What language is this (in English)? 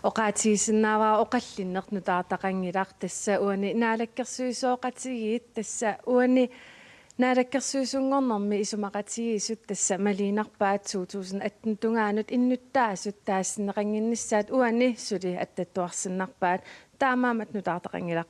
Kalaallisut